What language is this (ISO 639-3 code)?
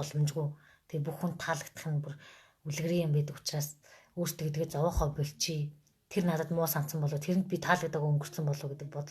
mon